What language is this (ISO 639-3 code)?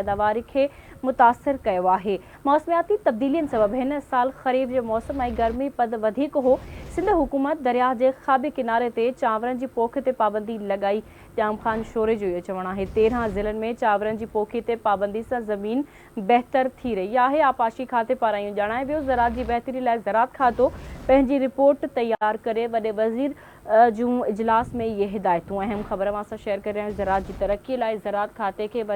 snd